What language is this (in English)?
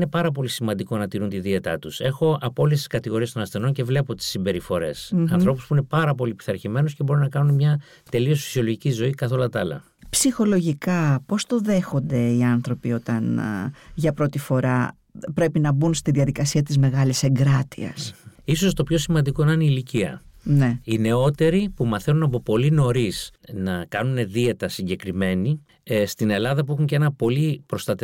Greek